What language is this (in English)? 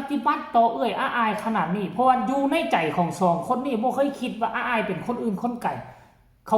Northeastern Thai